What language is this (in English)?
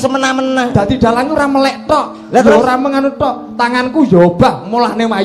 Javanese